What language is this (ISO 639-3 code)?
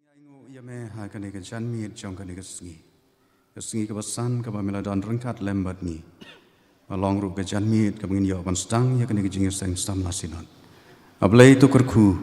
kha